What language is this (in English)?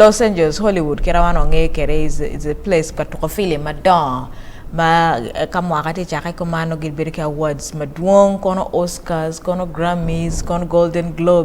Acoli